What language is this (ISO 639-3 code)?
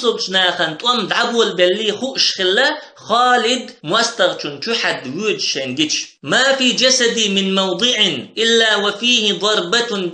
che